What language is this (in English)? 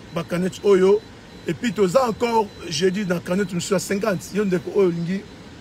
Lingala